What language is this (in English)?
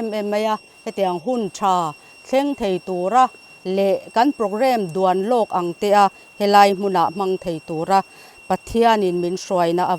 Mizo